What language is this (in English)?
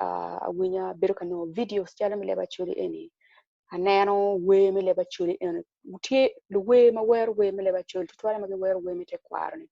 Acoli